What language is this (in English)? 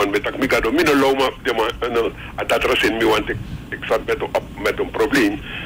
Dutch